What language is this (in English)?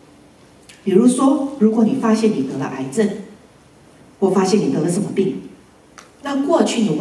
Chinese